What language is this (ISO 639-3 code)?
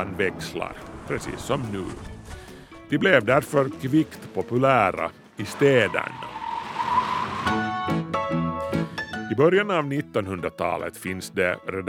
swe